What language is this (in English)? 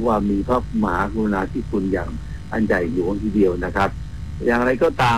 Thai